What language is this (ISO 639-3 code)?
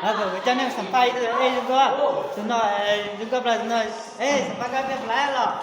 hmn